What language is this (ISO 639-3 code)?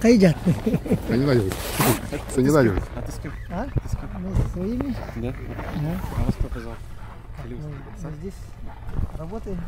sah